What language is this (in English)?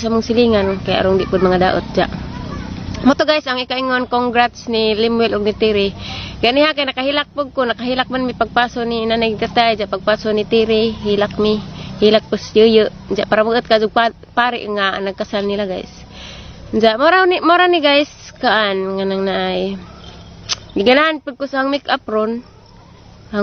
Cebuano